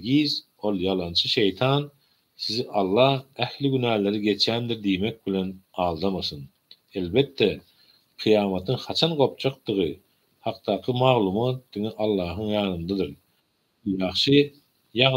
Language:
Turkmen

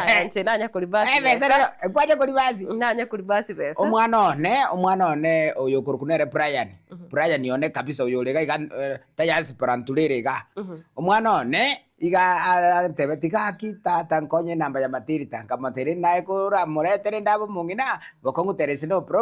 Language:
Gusii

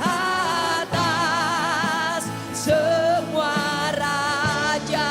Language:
Iban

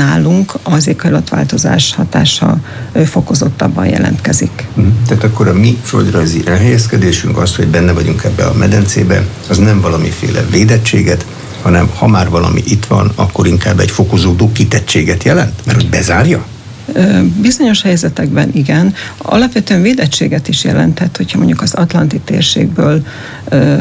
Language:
Hungarian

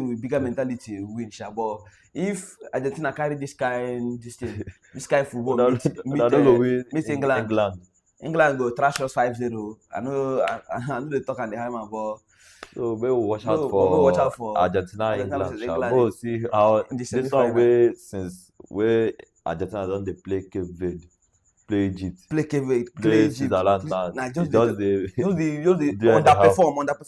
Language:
Nigerian Pidgin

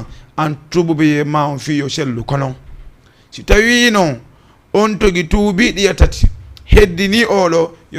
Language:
Fula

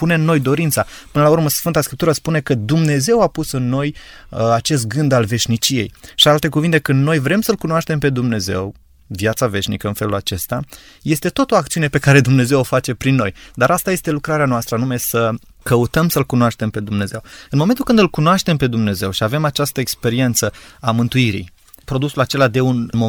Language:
Romanian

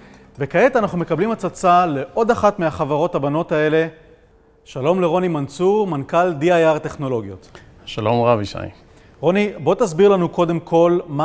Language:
Hebrew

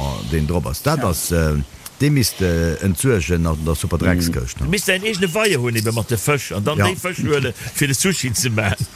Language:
Luxembourgish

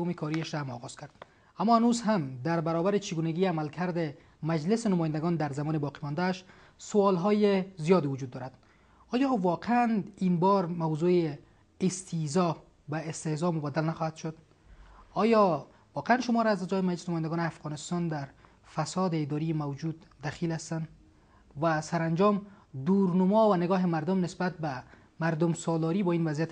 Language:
Persian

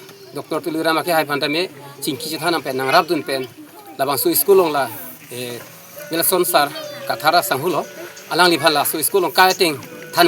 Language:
Karbi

